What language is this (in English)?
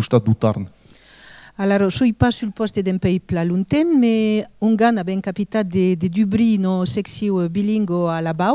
Occitan